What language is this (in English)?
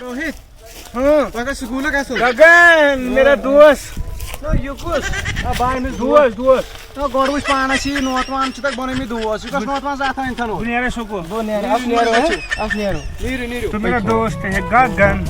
Kashmiri